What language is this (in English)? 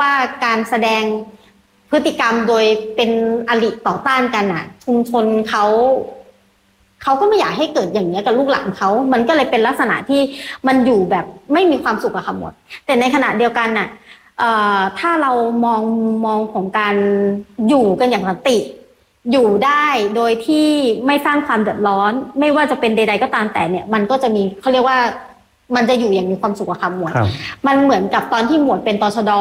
Thai